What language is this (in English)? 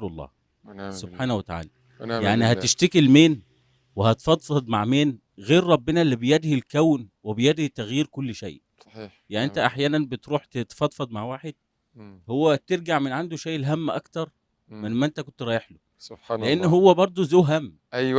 Egyptian Arabic